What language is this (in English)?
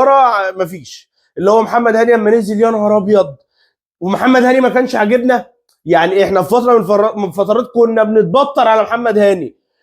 Egyptian Arabic